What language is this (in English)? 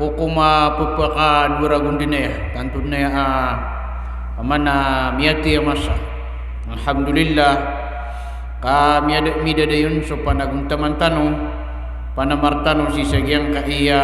Maranao